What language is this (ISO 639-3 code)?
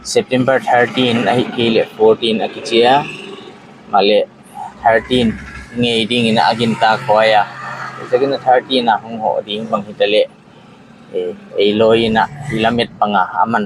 pck